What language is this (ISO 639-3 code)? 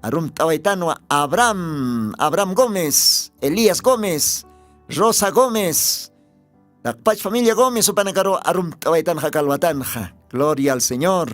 aym